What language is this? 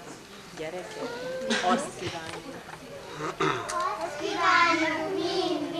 Hungarian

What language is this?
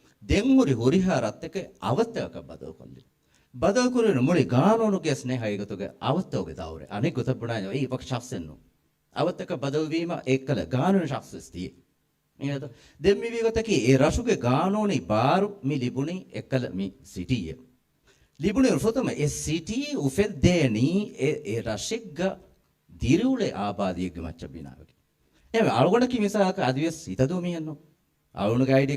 Divehi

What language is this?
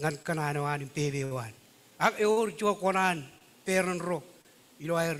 Marshallese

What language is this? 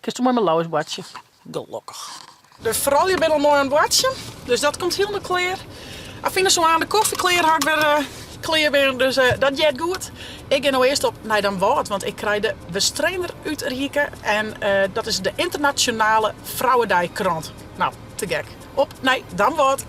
Western Frisian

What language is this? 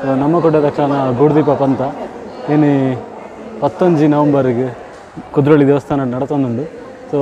Tulu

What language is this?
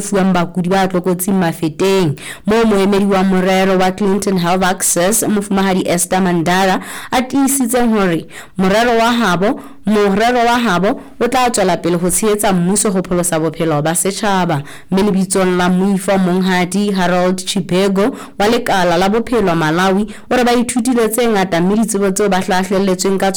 Southern Sotho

